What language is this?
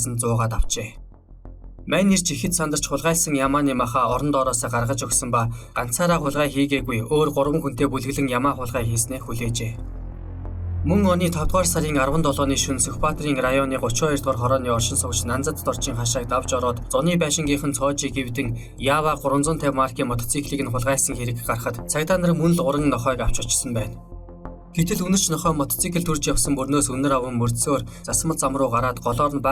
Mongolian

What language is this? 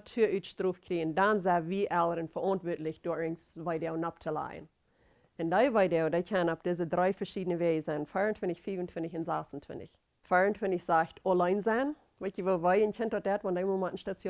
Plautdietsch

